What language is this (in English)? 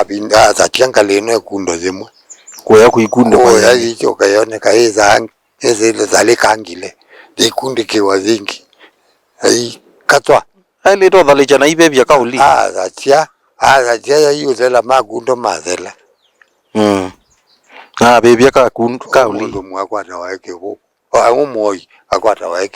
Kamba